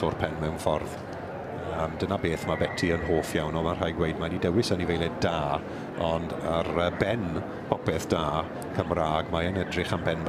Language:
Welsh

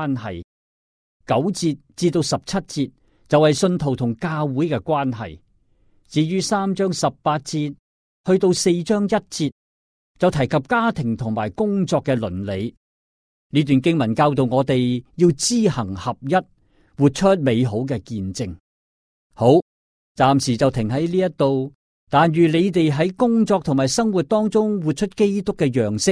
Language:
Cantonese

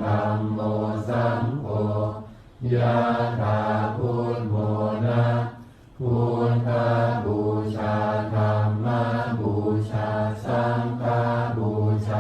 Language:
Pali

